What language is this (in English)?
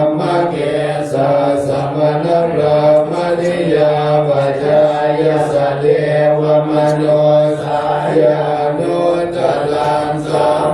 Pali